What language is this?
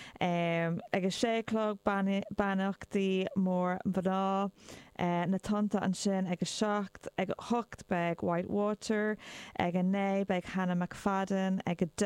Irish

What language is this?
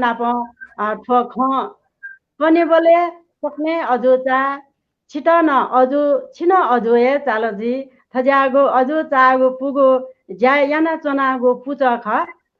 Newari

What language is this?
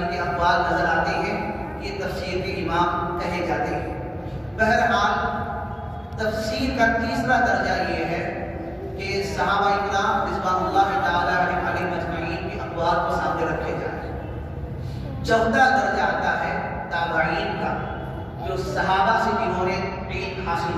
Urdu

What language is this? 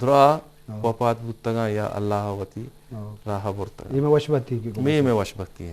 Eastern Balochi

